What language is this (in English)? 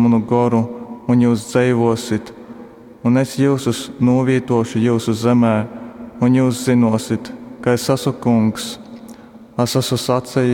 Latgalian